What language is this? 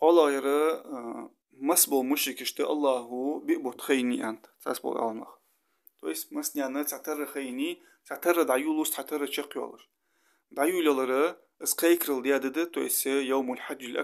Ingush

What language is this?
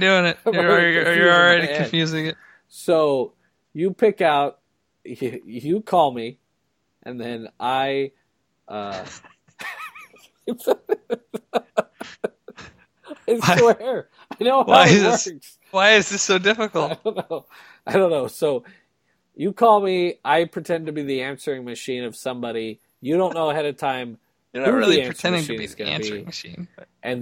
English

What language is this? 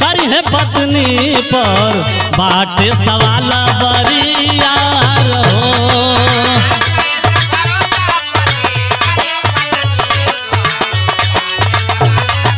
Bhojpuri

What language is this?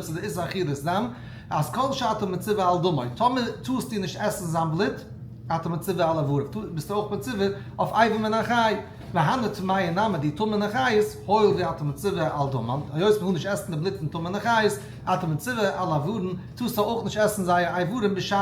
Yiddish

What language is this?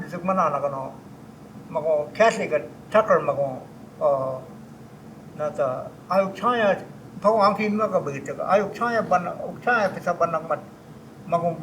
Choctaw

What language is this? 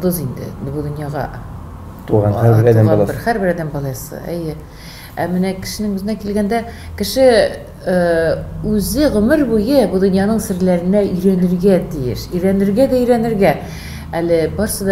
Tatar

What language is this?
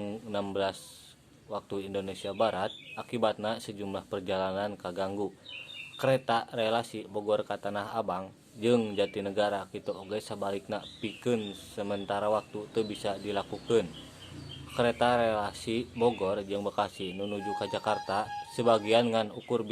Sundanese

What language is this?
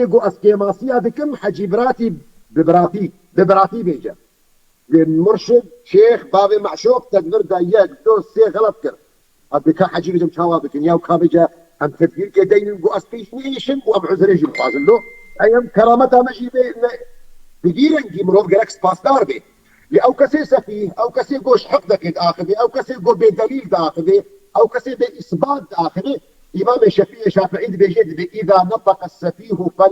Kurdish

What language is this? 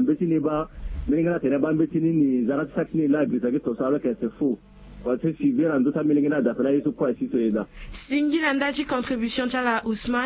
Sango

